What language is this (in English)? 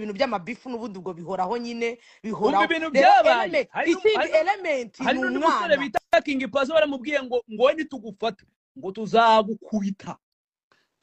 Kinyarwanda